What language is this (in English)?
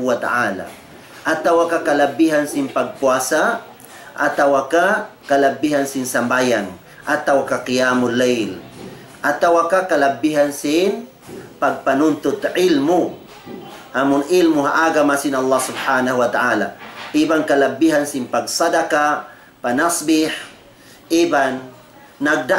Tausug